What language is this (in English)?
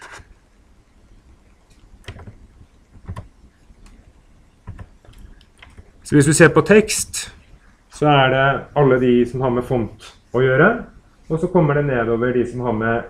Norwegian